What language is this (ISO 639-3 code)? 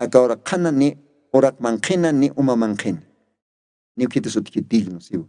aym